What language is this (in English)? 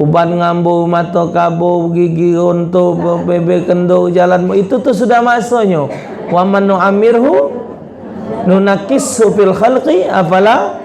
Musi